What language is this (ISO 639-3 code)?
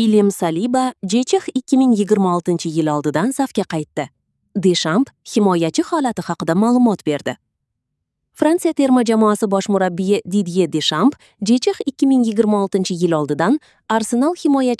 uzb